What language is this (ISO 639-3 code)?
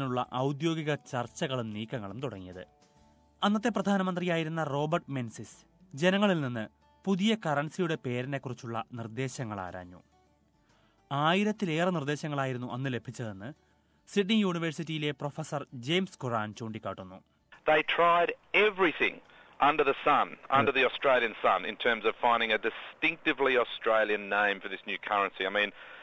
mal